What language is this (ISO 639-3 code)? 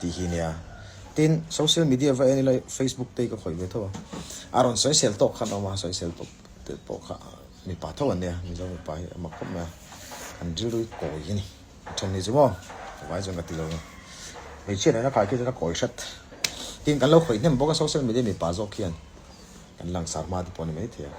lus